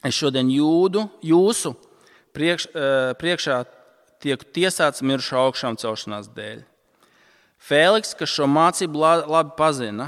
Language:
Latvian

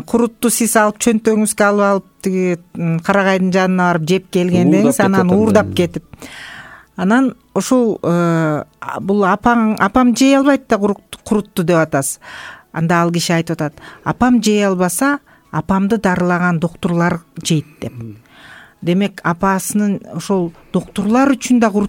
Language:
Kyrgyz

